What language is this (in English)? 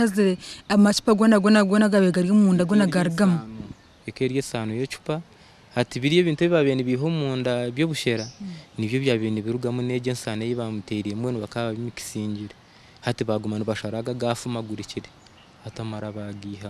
Nyankole